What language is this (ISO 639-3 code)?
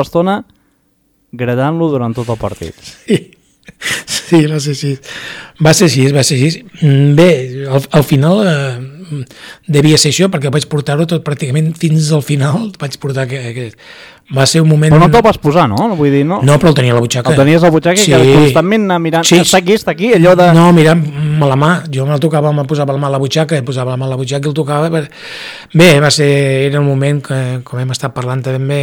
cat